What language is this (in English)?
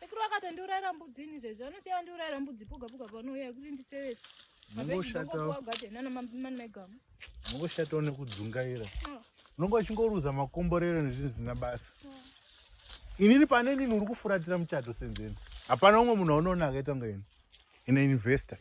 Shona